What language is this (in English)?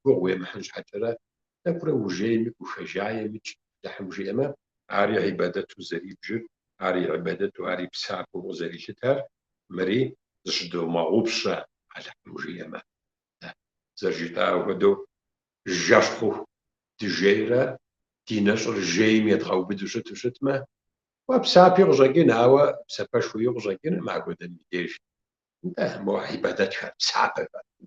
Kabardian